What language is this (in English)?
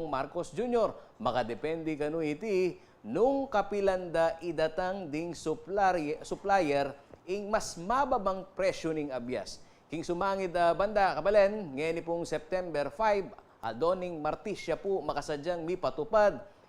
Pampanga